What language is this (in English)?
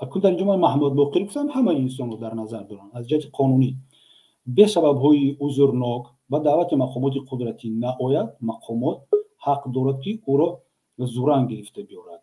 Tajik